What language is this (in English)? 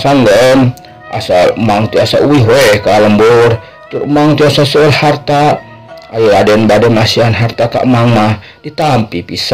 Sundanese